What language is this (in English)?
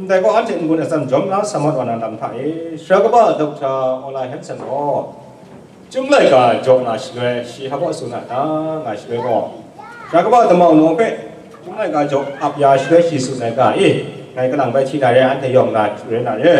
Kachin